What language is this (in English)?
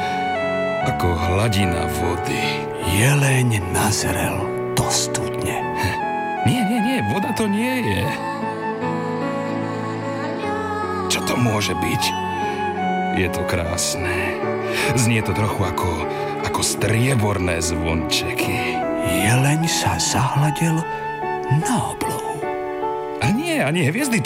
Slovak